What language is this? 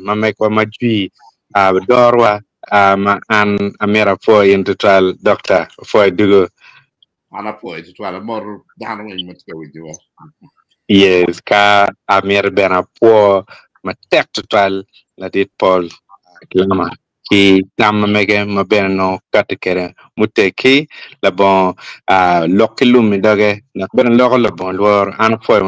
Acoli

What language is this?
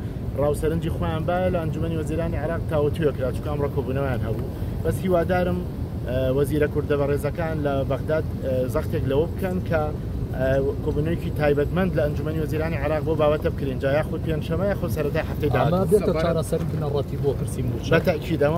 Central Kurdish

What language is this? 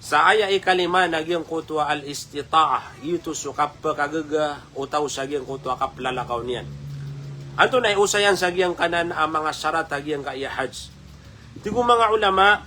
Maranao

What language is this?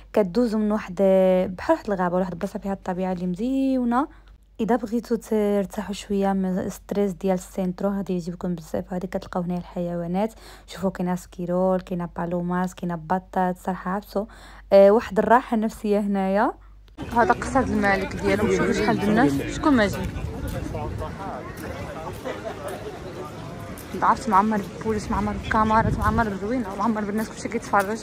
Moroccan Arabic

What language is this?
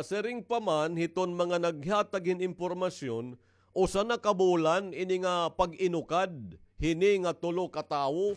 Waray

